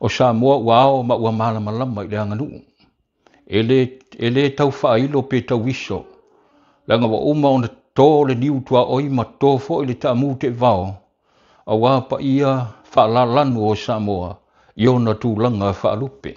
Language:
Samoan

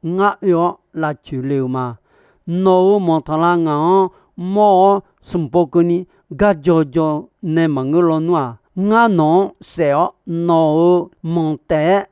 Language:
Akha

